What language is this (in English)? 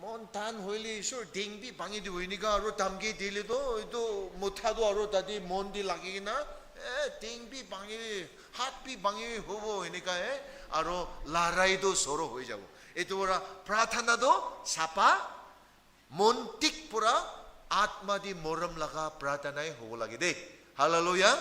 Naga Pidgin